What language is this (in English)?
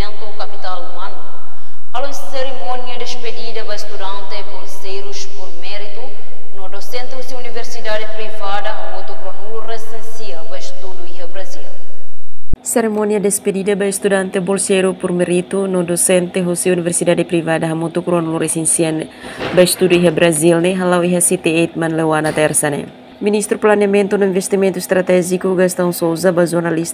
Tetum